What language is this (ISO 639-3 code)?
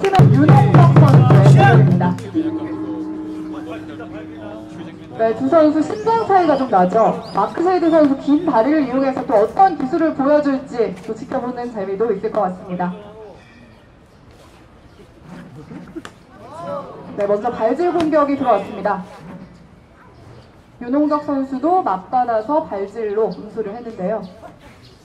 kor